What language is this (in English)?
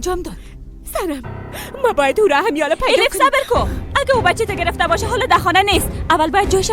Persian